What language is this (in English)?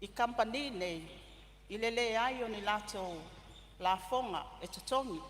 Samoan